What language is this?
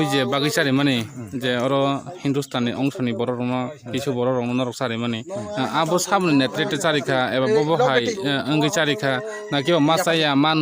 Kok Borok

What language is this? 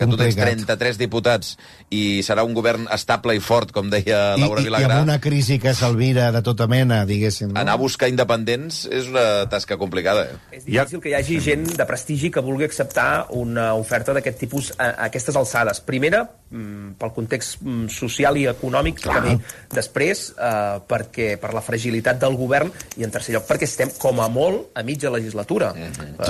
Catalan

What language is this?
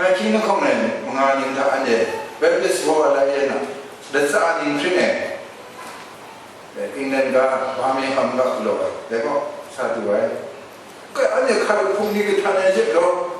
Kachin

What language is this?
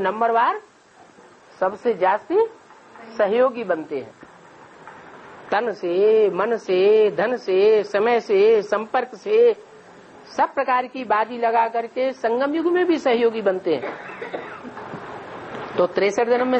Hindi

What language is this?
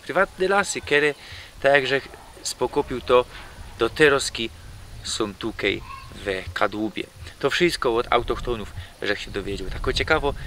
Silesian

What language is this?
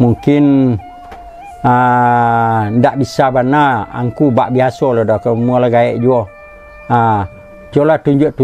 Minangkabau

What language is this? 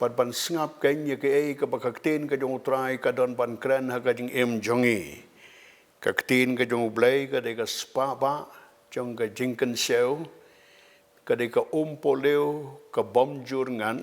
Khasi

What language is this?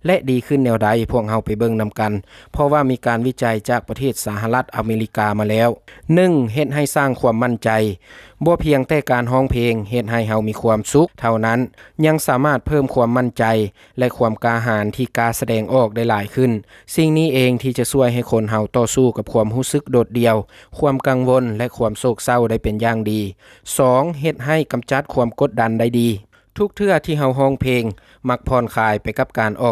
Lao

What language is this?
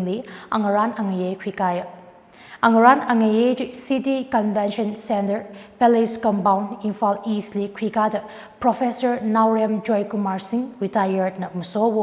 Tangkhul Naga (India)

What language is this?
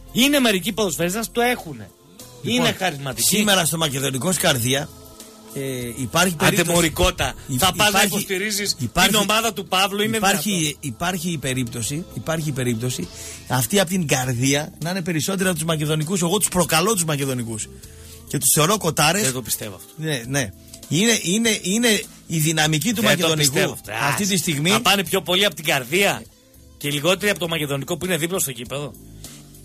Greek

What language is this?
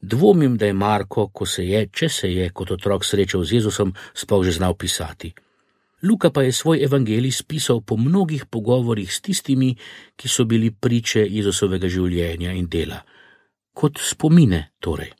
Slovenian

